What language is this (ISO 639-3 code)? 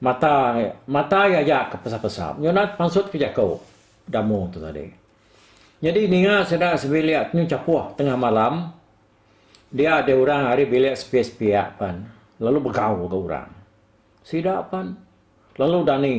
iba